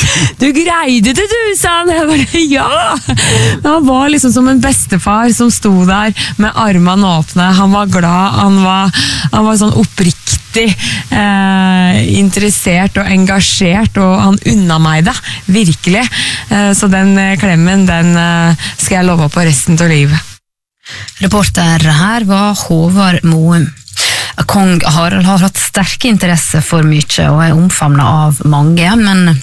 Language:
Norwegian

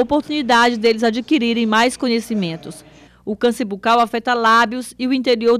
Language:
Portuguese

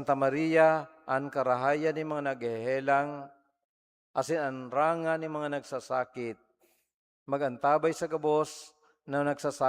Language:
Bikol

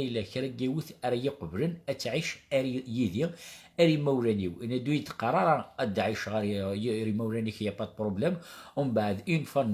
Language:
Kabyle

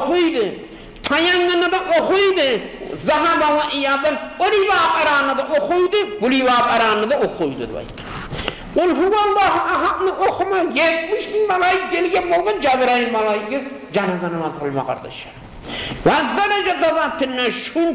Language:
Kumyk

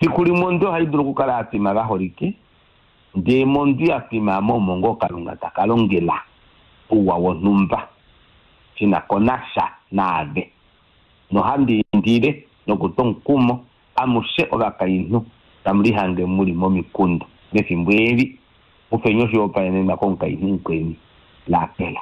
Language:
Kuanyama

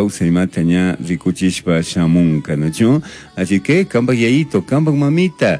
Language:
Chimborazo Highland Quichua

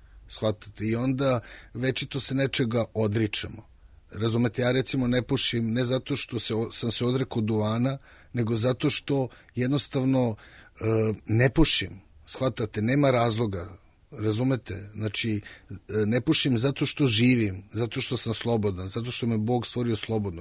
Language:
Serbian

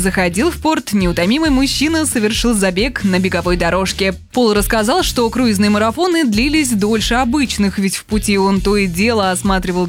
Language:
Russian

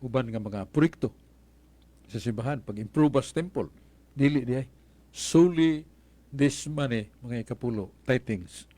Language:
Cebuano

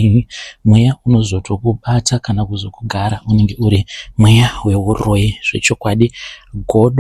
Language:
Shona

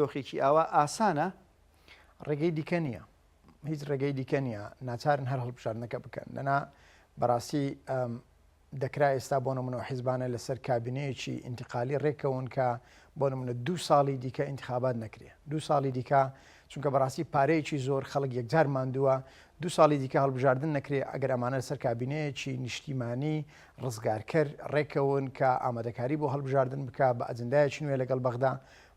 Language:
Central Kurdish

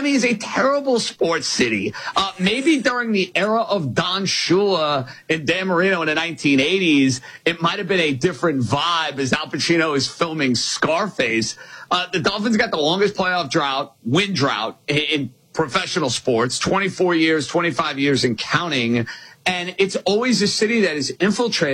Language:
English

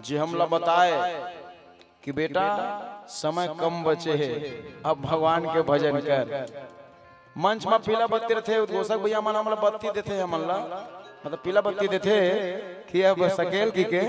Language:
Chhattisgarhi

